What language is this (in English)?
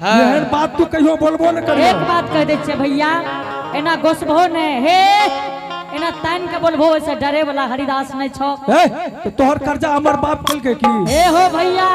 Angika